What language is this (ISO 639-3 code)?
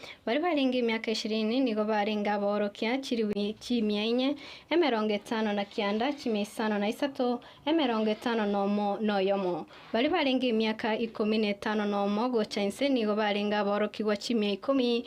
guz